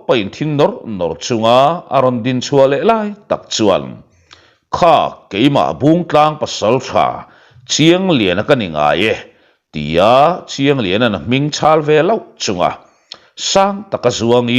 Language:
Mizo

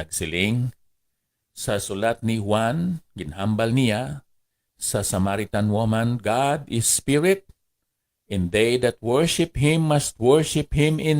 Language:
Hiligaynon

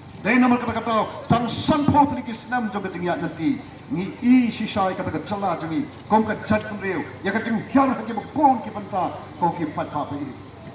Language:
Khasi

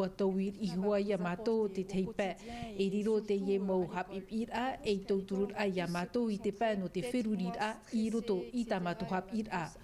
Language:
Tahitian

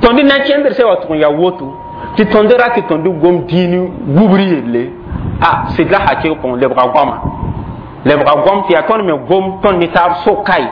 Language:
Mossi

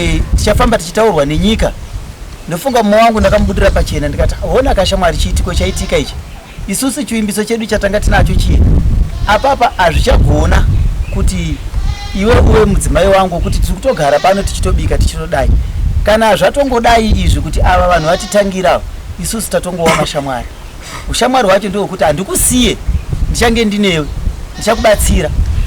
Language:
Shona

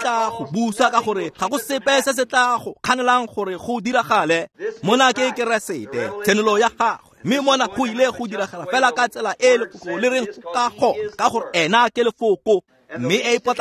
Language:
Tswana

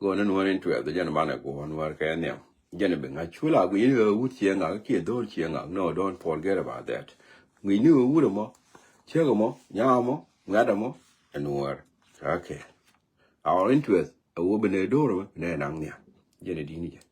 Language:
Nuer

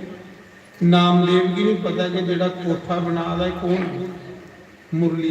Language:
Dogri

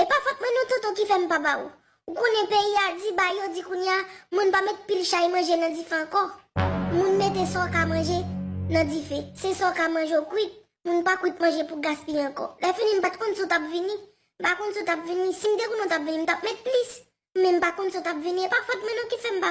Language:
Haitian Creole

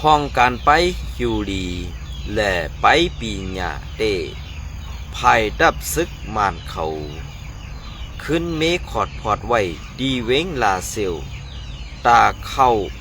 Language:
Shan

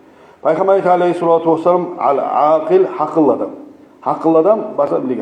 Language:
Kumyk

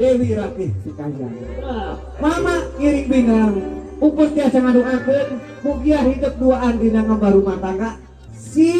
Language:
Sundanese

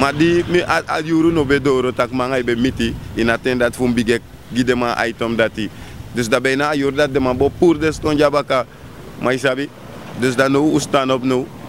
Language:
Sranan Tongo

